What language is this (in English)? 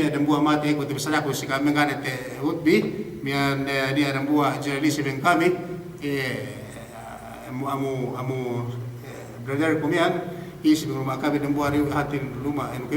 Yakan